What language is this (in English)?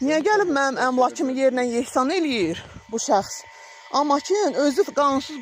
Azerbaijani